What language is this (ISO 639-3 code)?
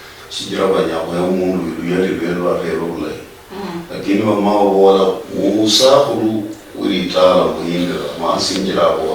luy